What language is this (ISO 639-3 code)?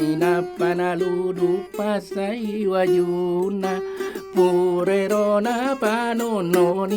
bug